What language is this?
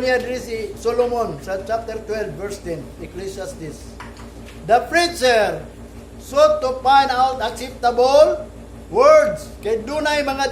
Cebuano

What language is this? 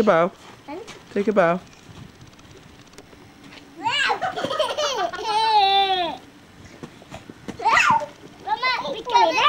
English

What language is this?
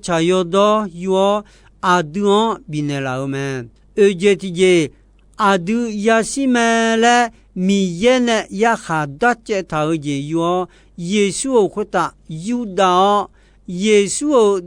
Akha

